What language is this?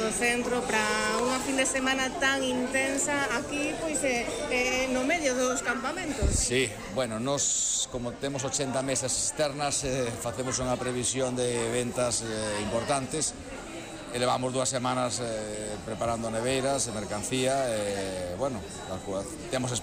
Galician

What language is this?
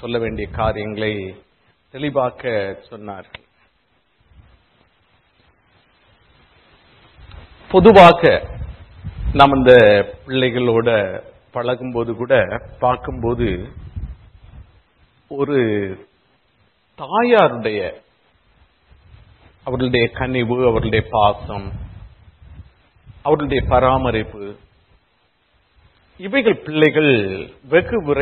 Tamil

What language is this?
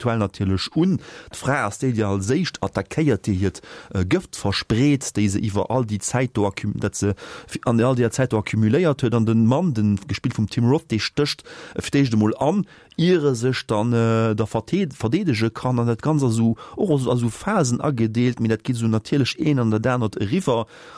Luxembourgish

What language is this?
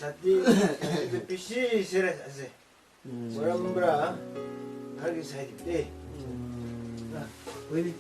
Chang Naga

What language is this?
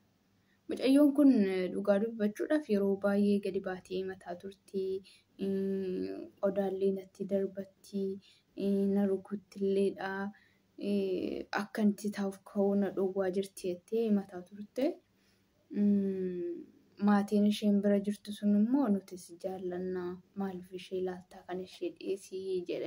Oromo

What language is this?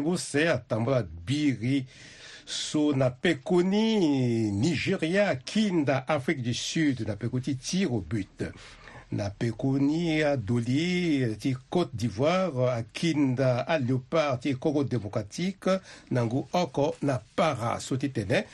Sango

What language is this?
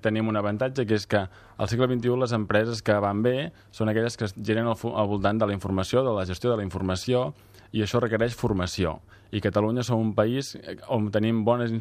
Catalan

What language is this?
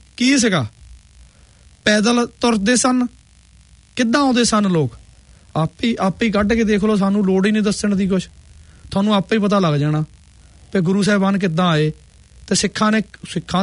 Punjabi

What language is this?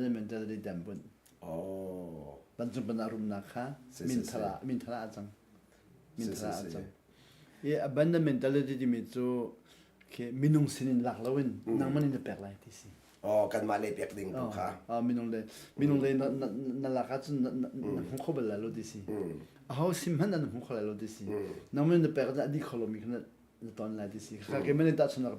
Hakha Chin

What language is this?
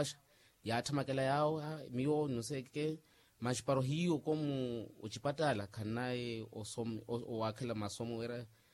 Makhuwa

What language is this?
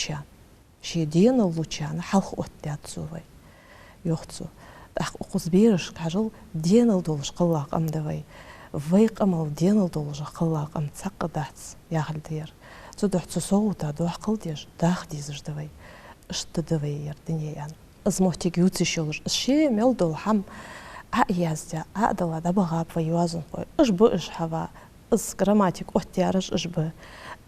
Ingush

